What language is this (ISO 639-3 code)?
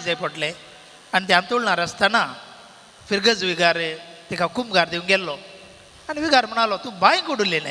kok